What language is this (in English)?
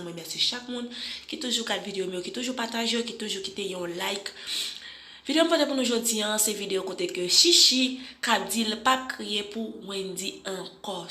Haitian Creole